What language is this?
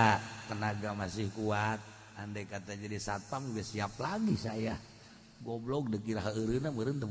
Sundanese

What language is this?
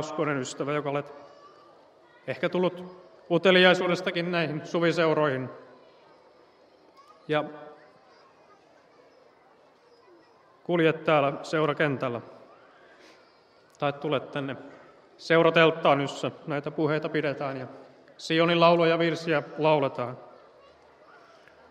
Finnish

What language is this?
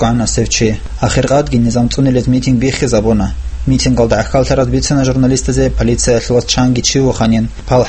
Avaric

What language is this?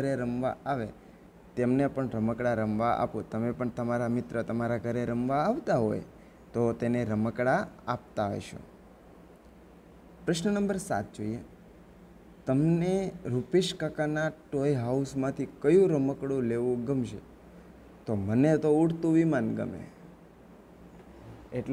Gujarati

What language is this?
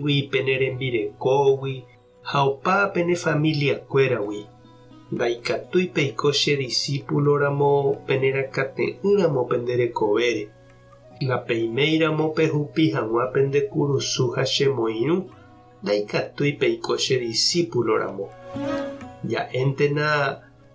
Guarani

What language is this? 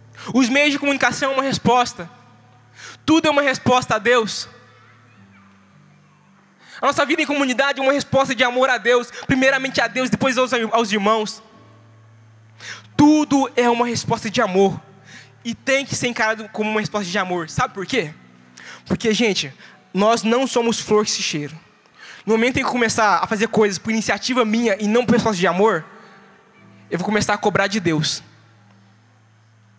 Portuguese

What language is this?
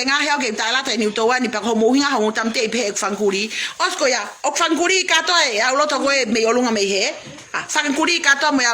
Tongan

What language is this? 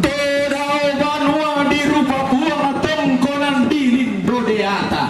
Toraja-Sa'dan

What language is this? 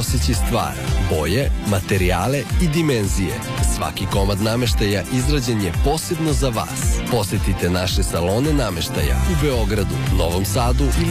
Serbian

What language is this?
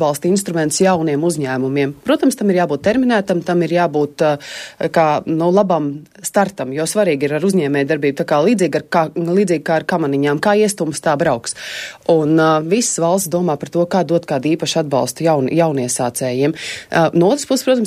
Latvian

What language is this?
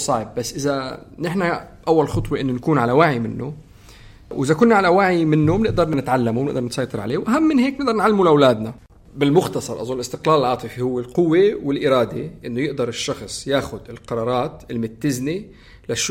North Levantine Arabic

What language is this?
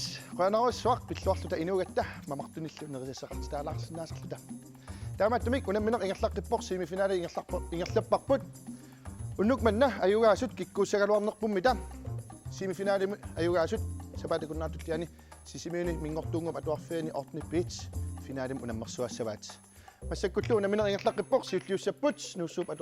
Kalaallisut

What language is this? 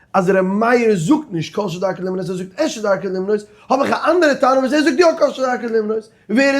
Yiddish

